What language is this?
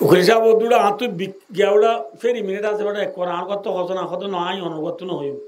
Rohingya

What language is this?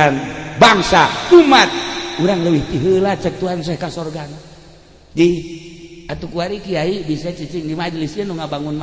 Sundanese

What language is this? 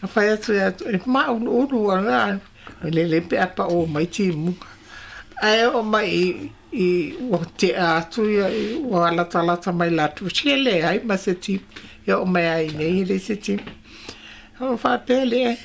Samoan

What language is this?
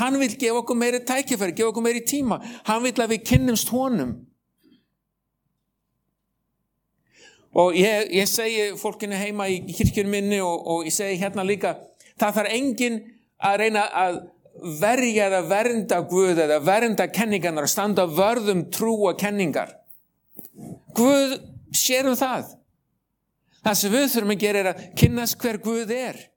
Icelandic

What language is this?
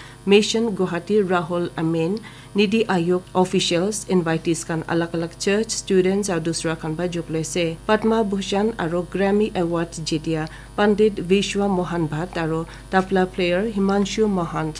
Naga Pidgin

